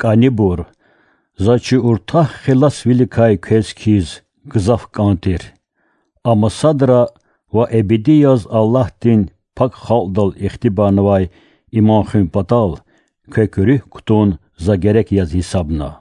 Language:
Lezghian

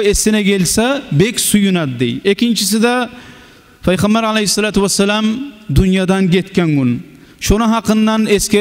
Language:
Kumyk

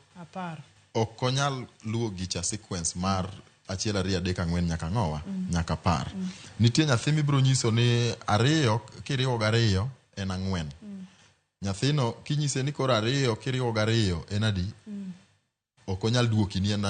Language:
Luo (Kenya and Tanzania)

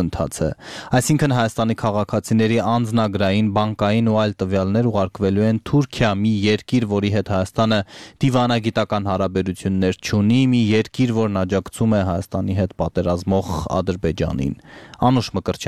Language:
Armenian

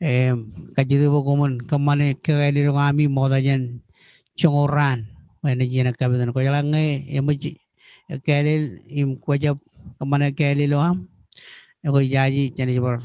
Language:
Marshallese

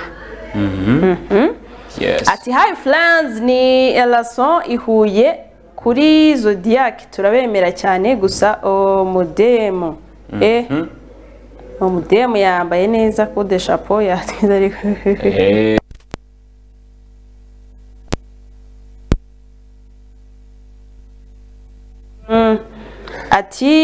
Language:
Kinyarwanda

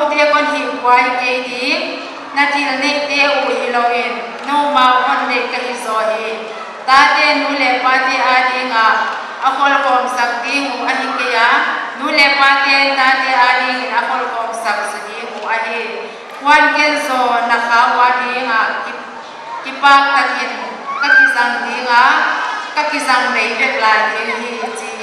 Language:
Paite Chin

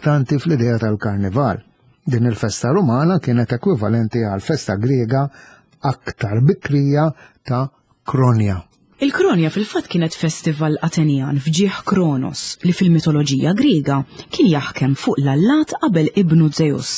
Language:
Maltese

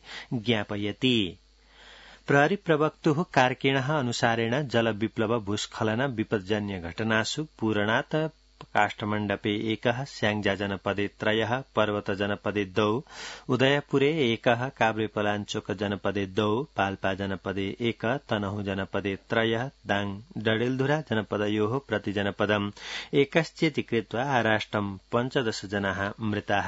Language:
Sanskrit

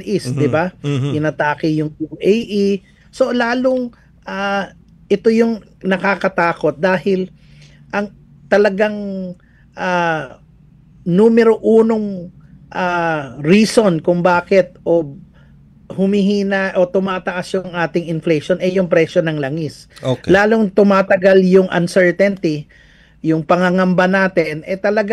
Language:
Filipino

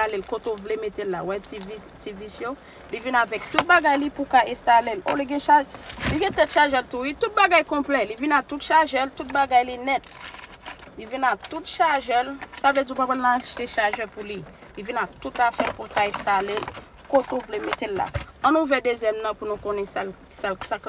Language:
Haitian Creole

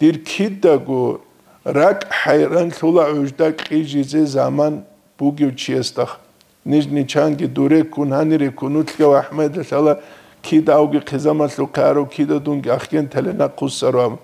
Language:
Avaric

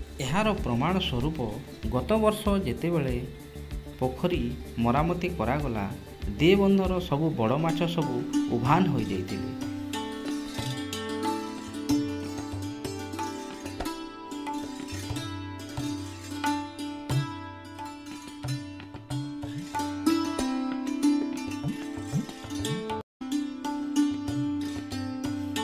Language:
Odia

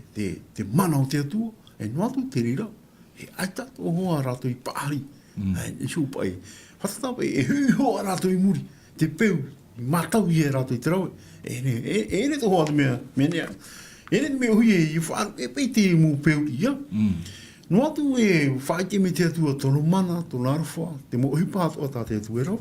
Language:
Tahitian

